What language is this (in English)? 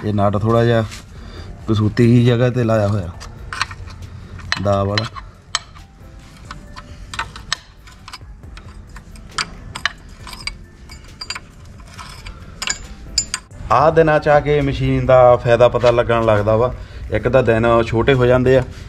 Punjabi